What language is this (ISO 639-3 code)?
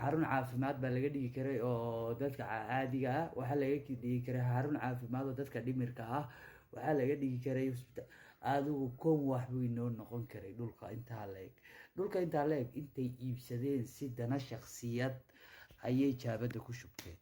som